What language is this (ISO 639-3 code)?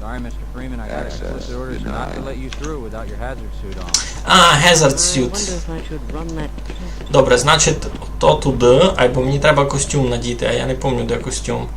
rue